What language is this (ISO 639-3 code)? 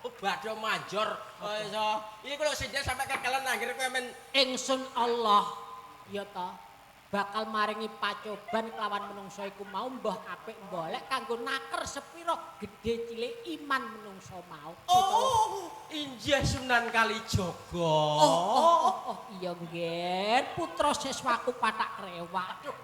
jav